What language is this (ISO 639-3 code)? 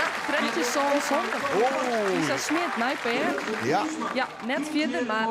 fry